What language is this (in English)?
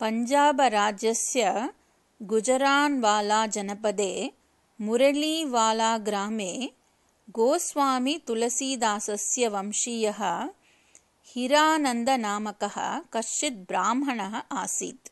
Sanskrit